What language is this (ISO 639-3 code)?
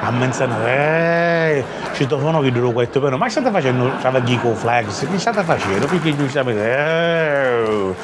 scn